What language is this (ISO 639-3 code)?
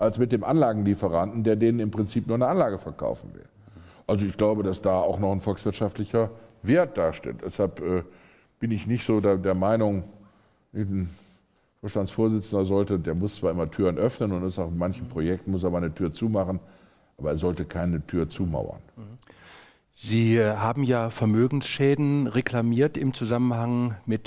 deu